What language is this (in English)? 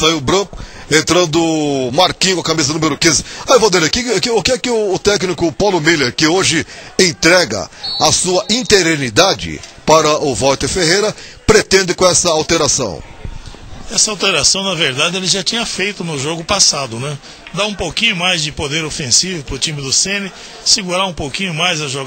Portuguese